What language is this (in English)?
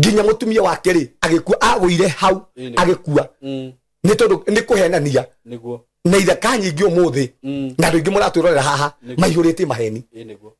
Kikuyu